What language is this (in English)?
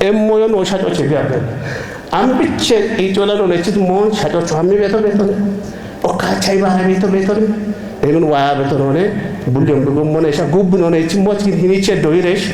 Kafa